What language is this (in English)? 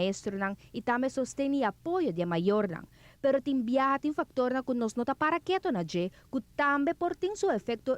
Papiamento